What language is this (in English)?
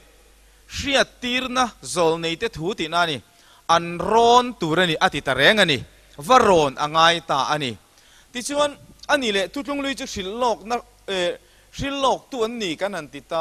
Mizo